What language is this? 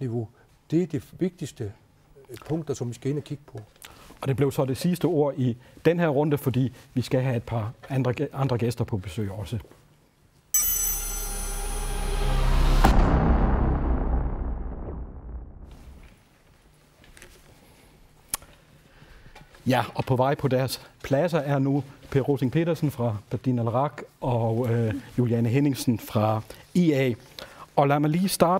Danish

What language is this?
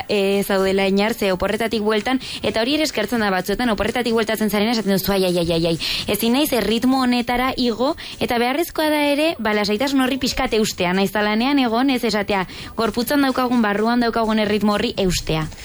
Basque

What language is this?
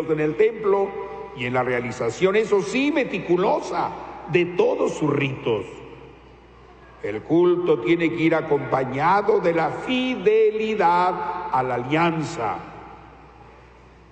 Spanish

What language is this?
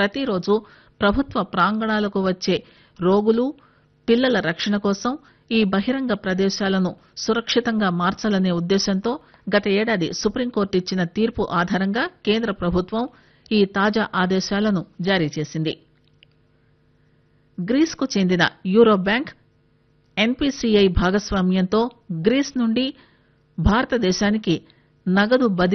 Telugu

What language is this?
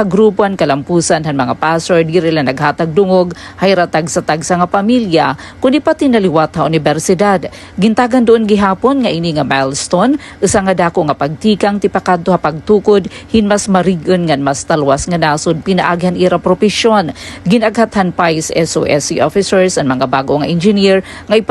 Waray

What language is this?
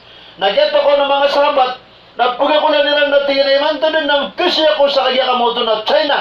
Maranao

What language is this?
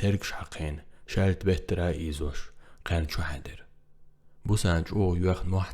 Chechen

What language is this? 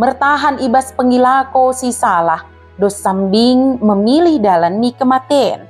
Batak Dairi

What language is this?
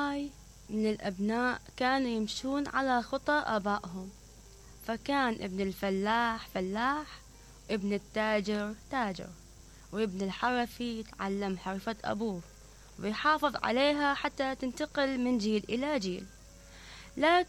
Mesopotamian Arabic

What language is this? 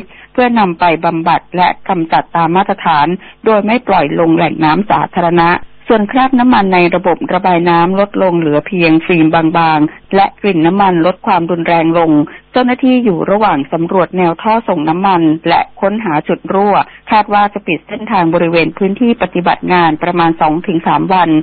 Thai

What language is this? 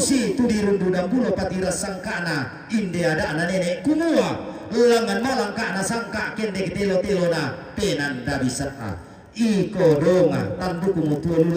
Toraja-Sa'dan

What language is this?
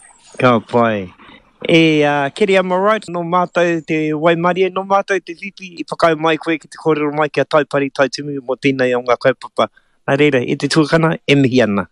Māori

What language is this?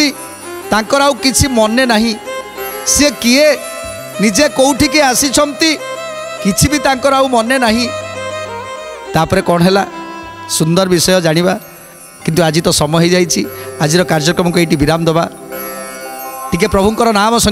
Odia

